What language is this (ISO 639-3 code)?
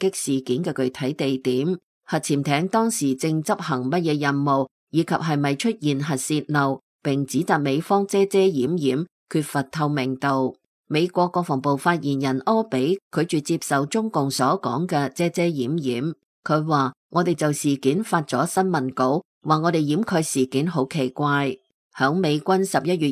yue